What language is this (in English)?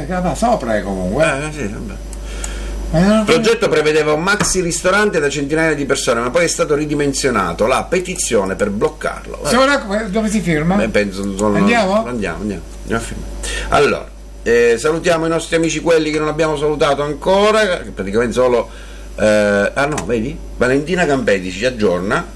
Italian